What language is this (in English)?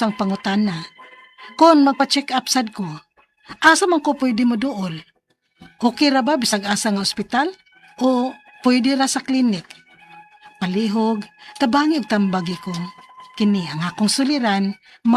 Cebuano